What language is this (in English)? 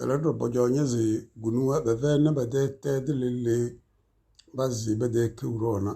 Tem